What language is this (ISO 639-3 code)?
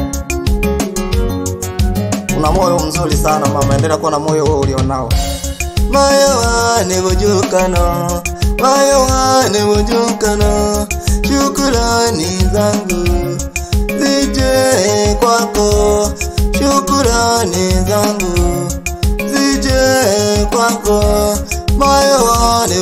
swa